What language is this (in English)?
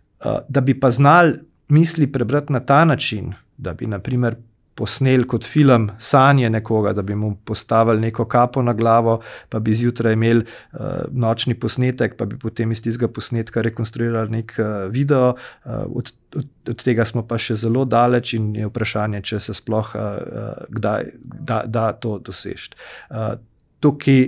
Slovenian